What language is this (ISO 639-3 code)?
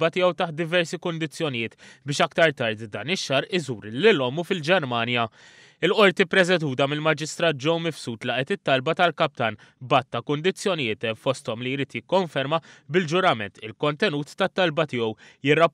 mlt